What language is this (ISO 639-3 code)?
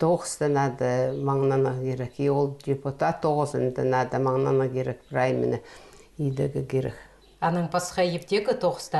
kjh